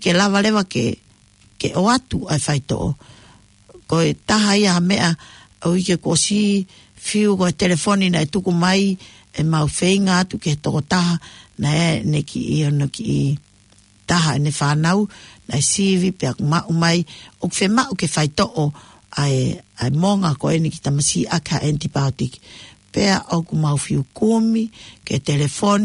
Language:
Tongan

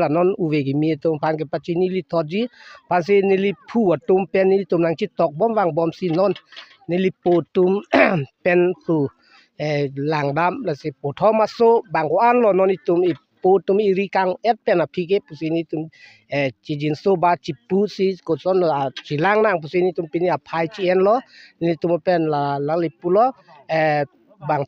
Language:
Karbi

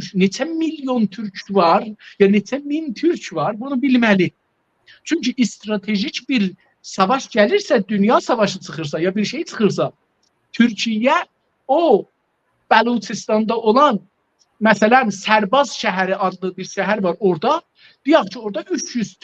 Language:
South Azerbaijani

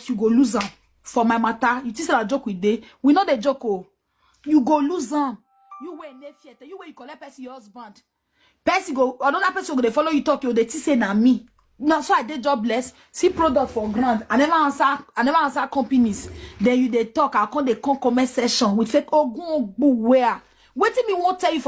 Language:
Nigerian Pidgin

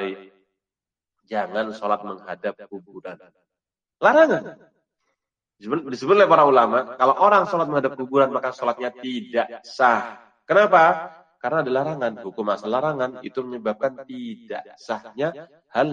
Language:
Indonesian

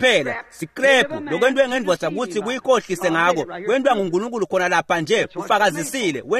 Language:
Swati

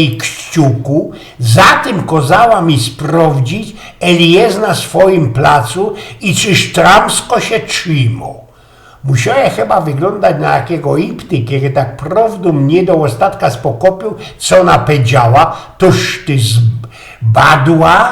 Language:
Silesian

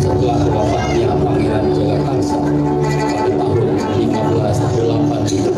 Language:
Betawi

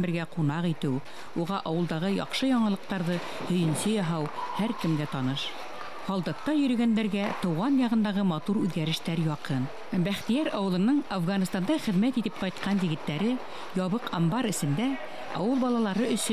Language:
Bashkir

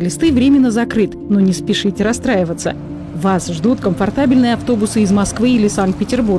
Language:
Russian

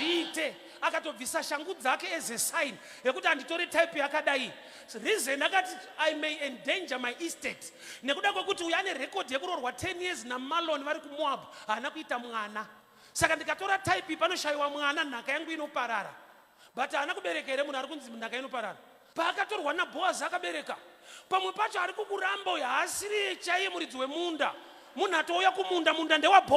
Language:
Shona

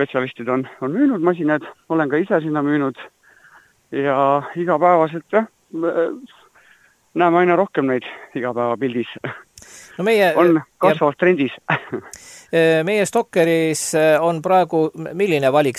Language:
Estonian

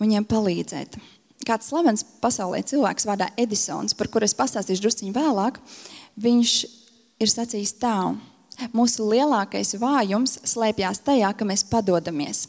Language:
Latvian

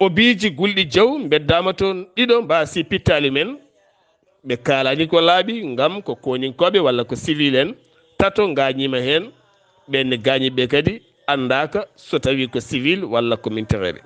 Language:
Fula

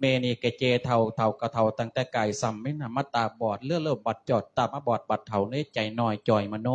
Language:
Lao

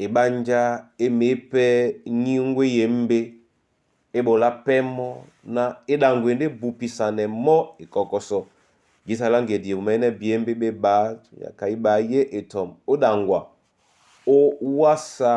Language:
Duala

